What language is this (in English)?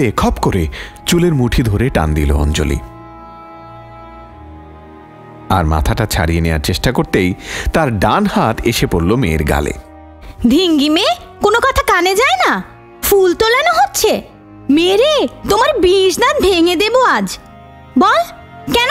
Bangla